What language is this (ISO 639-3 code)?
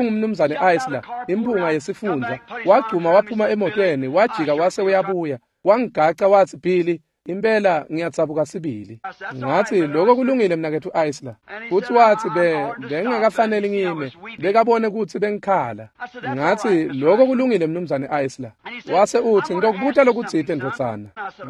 ssw